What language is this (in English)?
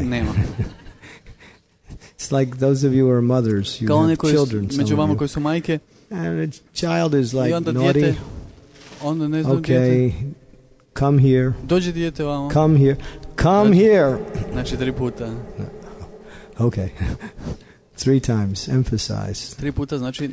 Croatian